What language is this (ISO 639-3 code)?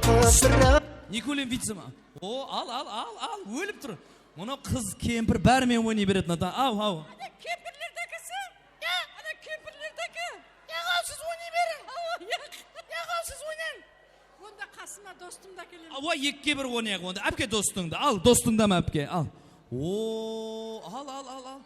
kaa